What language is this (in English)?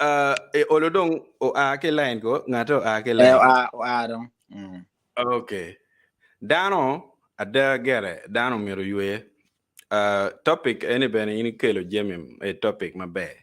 Acoli